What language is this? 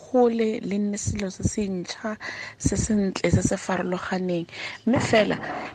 Tswana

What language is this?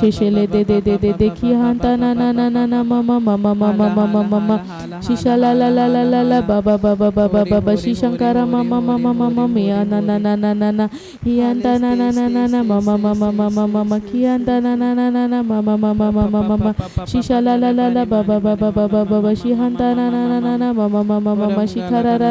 Tem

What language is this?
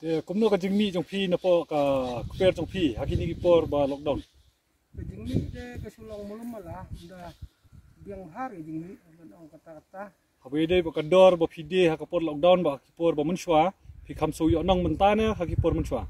Khasi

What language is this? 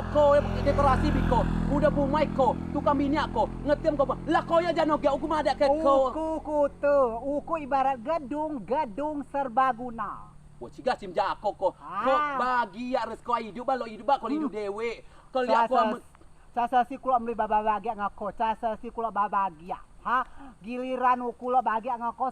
Rejang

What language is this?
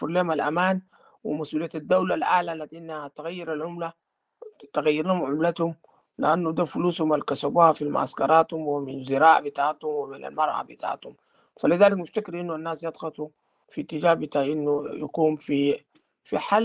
Sudanese Arabic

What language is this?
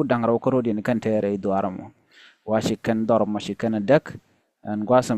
Nuer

